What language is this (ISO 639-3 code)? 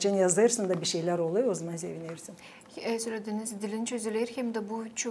gag